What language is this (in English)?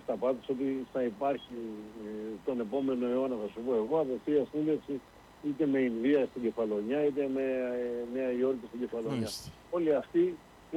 Greek